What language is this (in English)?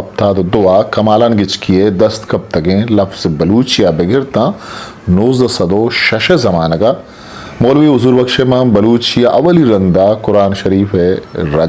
Eastern Balochi